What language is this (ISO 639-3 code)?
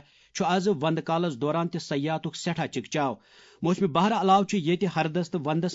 kas